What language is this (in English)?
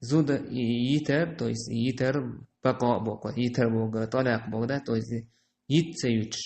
Chechen